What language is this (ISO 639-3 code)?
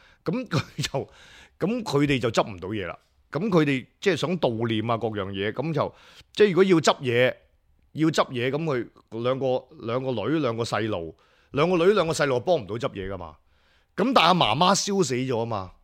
yue